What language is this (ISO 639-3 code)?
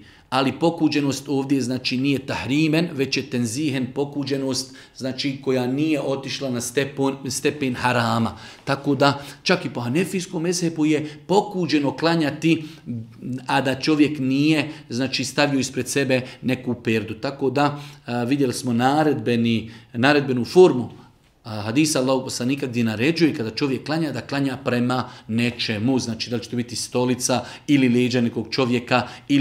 bos